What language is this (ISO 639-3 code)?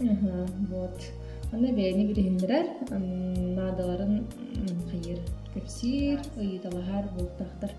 sah